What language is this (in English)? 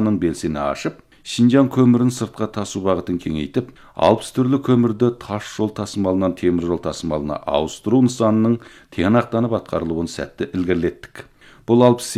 Kazakh